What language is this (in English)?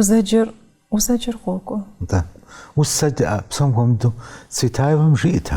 Kabardian